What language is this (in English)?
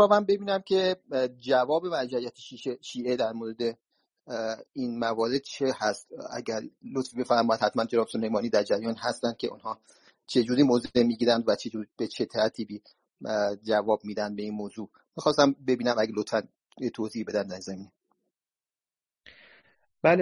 Persian